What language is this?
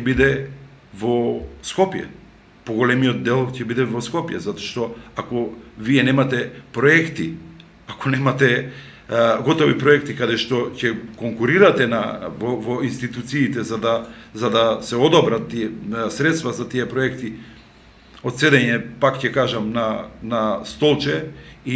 Macedonian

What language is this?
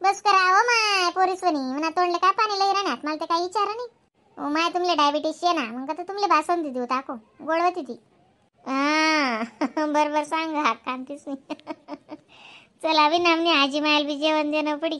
Khandesi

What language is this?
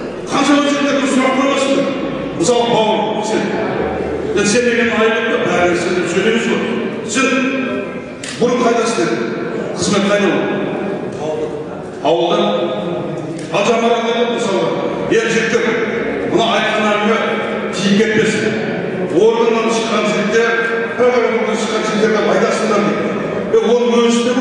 Kazakh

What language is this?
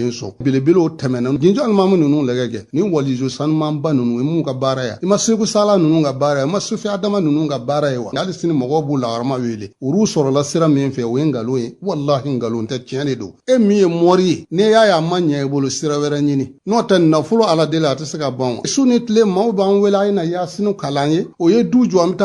Bambara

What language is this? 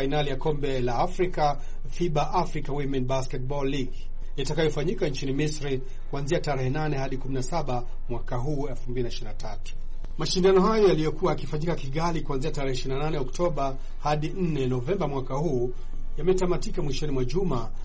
Swahili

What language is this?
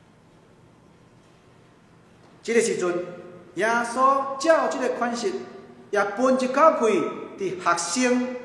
Min Nan Chinese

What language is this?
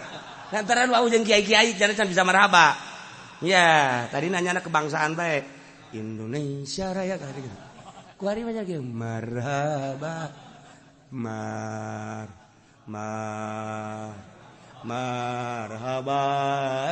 Sundanese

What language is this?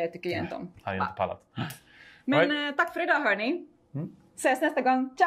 Swedish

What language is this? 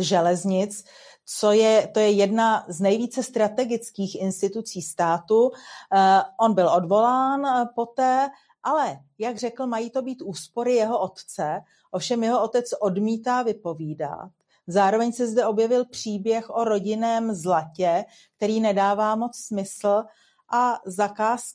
Czech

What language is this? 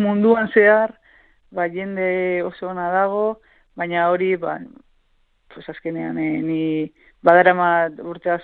Basque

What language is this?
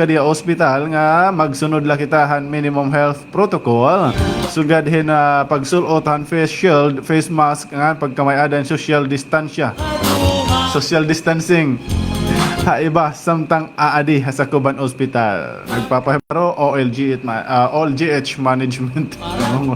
Waray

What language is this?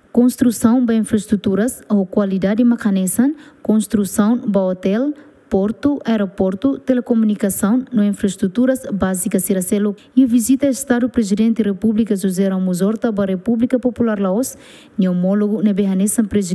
Tetum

